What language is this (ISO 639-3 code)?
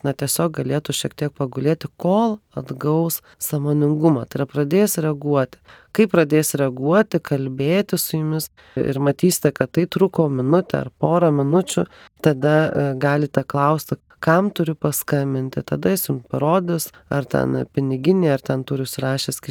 lit